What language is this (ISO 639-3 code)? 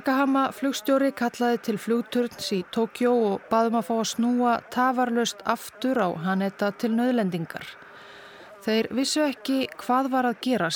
isl